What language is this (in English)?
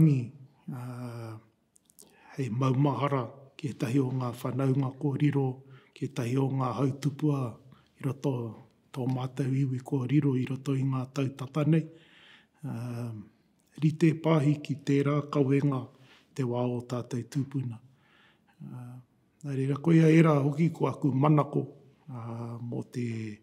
Māori